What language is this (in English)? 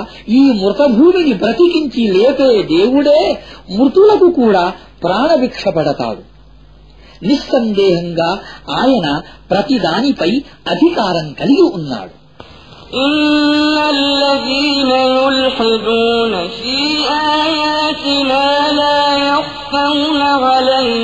Telugu